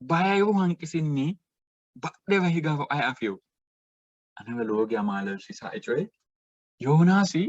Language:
Sidamo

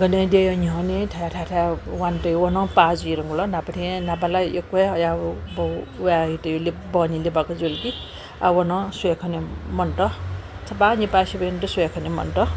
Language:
Newari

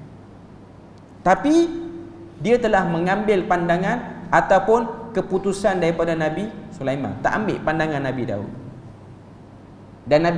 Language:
Malay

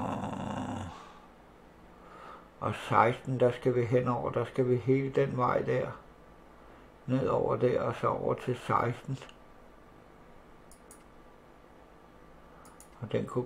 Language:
Danish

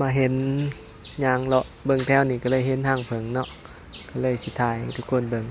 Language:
Lao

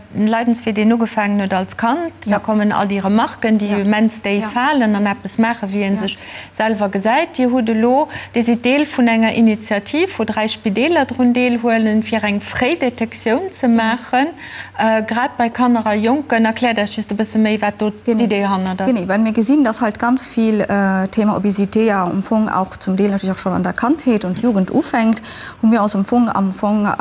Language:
Luxembourgish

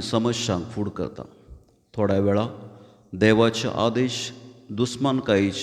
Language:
Konkani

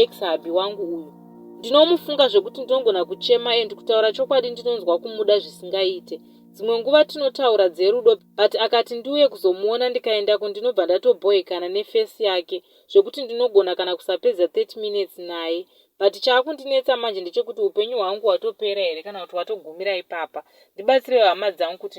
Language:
Shona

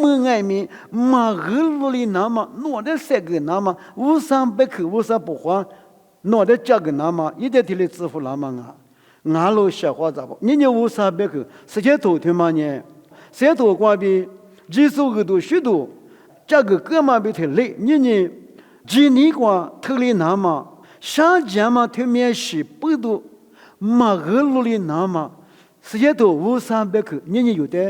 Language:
Lisu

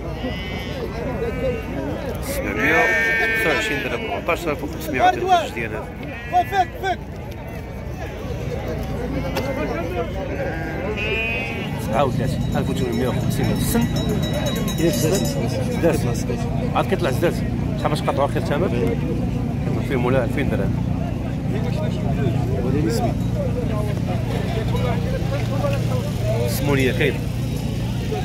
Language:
Moroccan Arabic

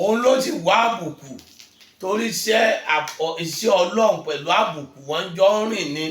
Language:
Yoruba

